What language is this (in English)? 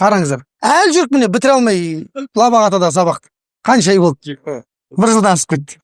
Kazakh